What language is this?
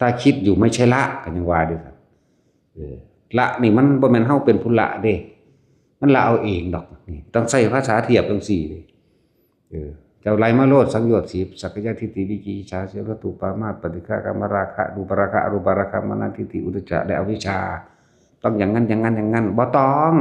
Northeastern Thai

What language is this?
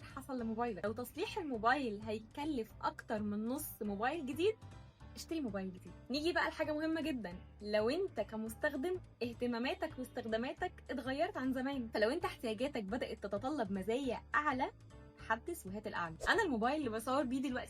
Egyptian Arabic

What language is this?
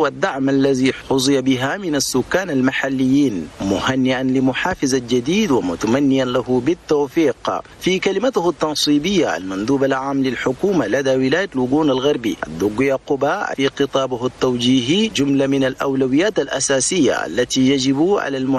Arabic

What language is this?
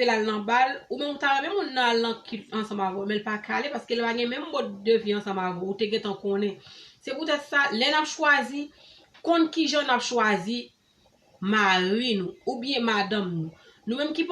Haitian Creole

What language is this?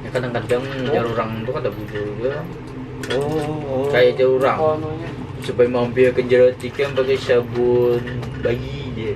Banjar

